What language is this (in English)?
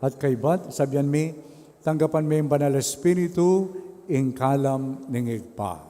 Pampanga